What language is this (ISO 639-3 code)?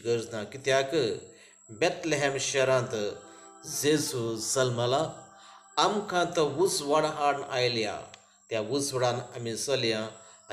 kok